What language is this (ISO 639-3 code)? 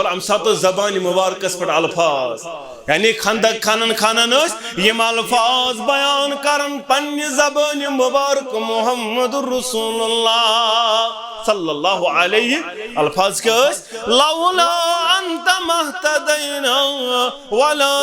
kas